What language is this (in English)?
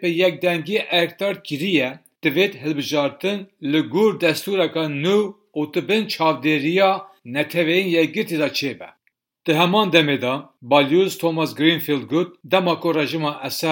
Kurdish